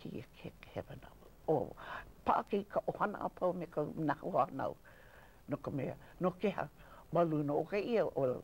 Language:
Hawaiian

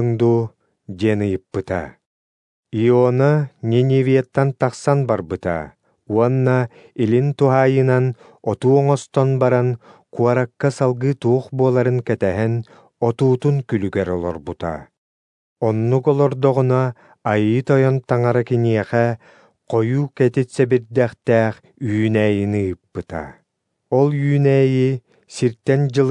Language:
Yakut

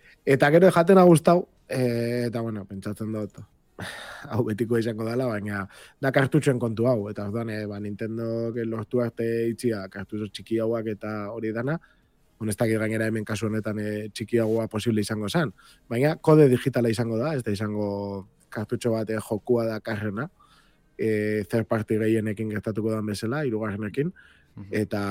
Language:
Basque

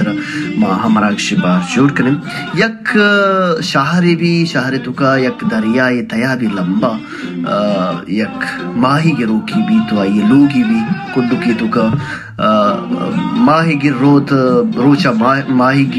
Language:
Baluchi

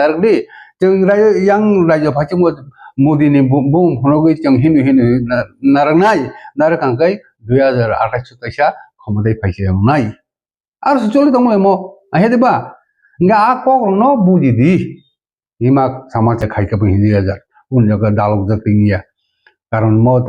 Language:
Kok Borok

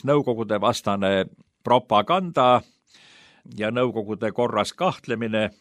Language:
Estonian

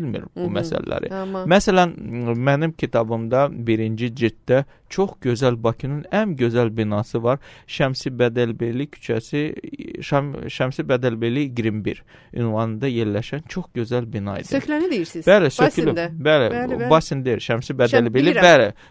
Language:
Azerbaijani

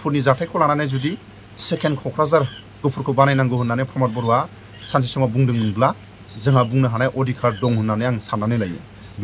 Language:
Bodo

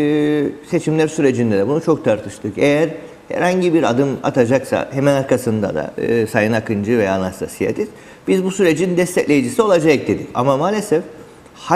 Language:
Turkish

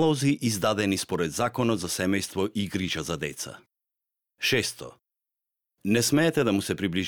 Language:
Macedonian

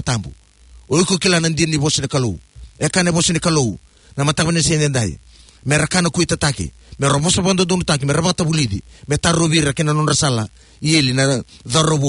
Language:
Fijian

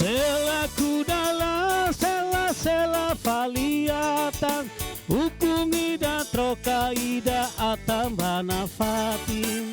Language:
Tetum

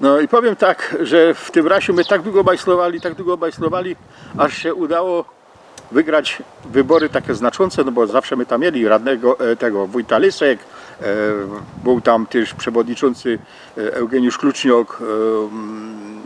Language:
Silesian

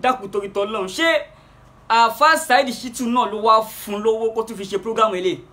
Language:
Yoruba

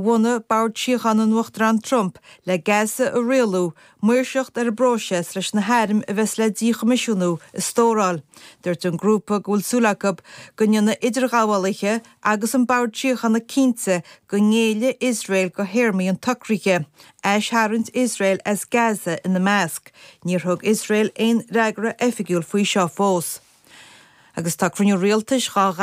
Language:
Irish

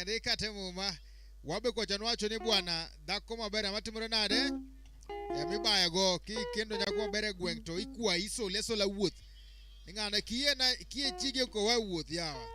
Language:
Luo (Kenya and Tanzania)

